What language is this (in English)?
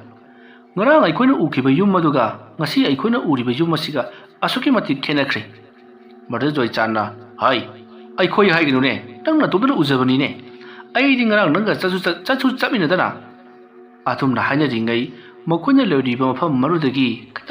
Manipuri